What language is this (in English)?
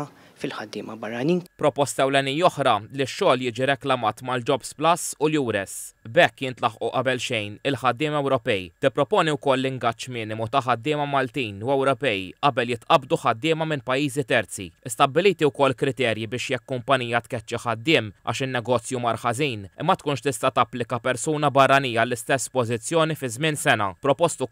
Maltese